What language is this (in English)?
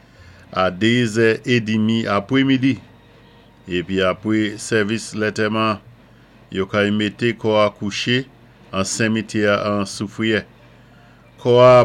Saint Lucian Creole French